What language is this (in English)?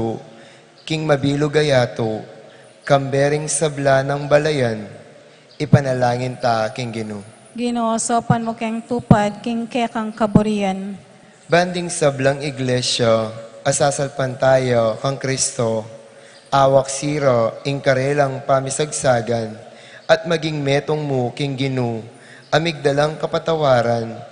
Pampanga